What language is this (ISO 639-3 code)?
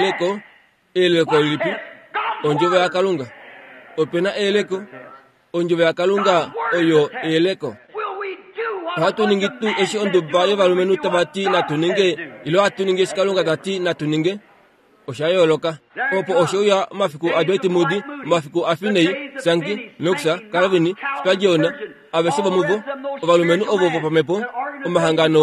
kua